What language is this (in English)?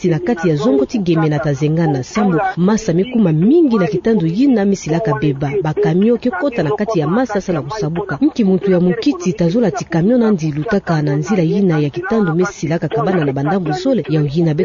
Kituba (Democratic Republic of Congo)